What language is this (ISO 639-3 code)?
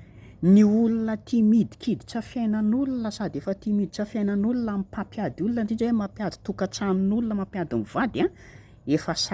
mlg